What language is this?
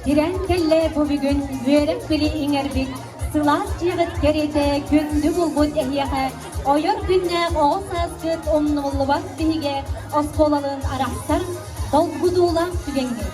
Yakut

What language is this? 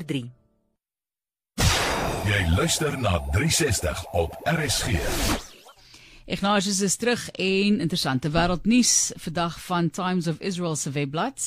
Afrikaans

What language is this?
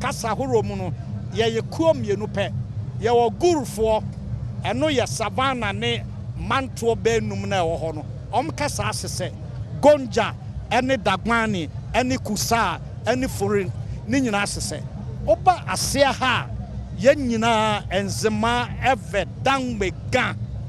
Akan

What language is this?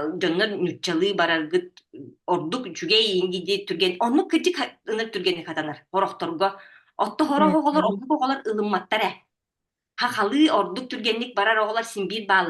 Yakut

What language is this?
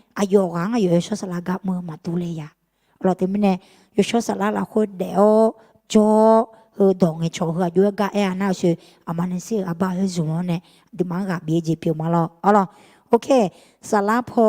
Akha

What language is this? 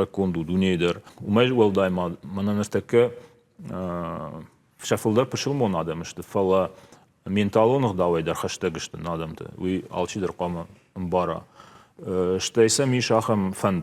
Ossetic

